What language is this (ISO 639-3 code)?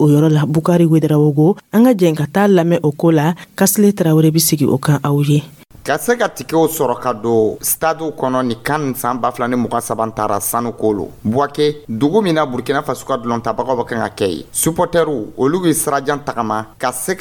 dyu